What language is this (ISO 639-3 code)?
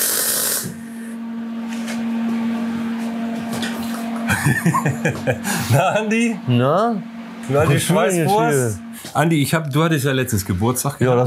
deu